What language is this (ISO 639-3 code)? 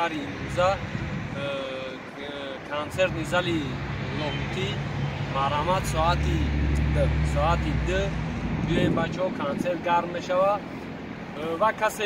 tgk